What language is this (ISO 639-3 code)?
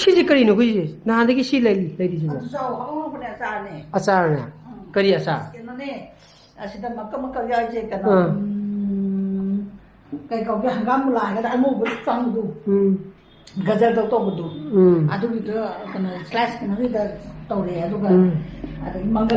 mni